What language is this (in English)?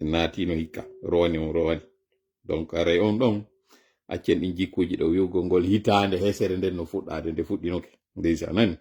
Fula